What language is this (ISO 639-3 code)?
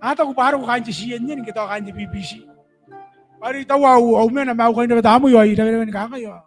gil